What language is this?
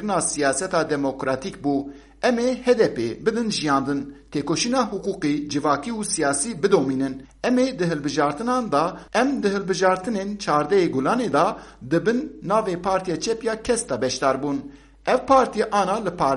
Kurdish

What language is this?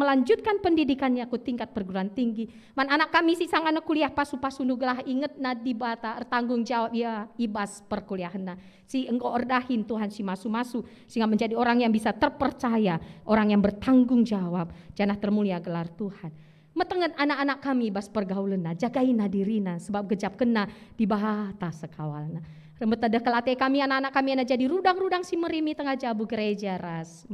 Batak Karo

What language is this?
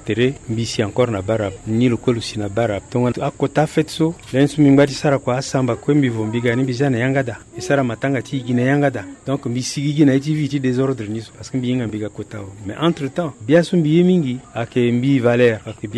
Sango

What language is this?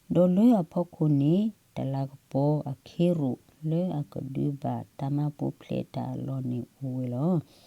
S'gaw Karen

